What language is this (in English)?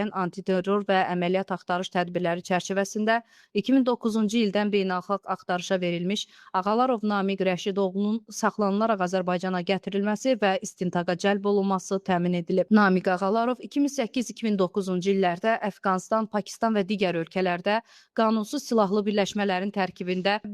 Azerbaijani